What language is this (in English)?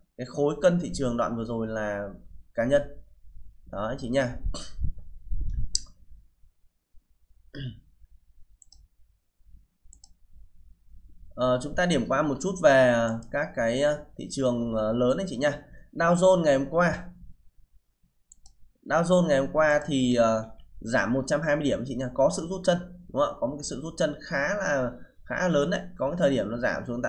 Vietnamese